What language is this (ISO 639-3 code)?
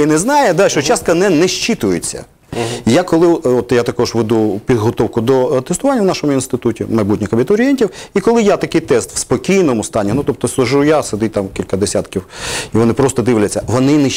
ukr